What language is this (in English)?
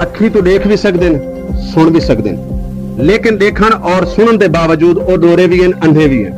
Saraiki